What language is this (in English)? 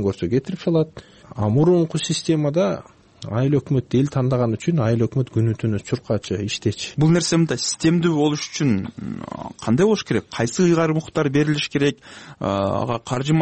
Kyrgyz